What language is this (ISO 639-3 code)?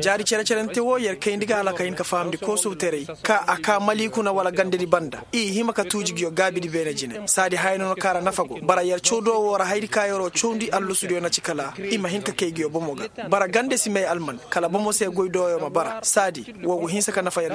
ses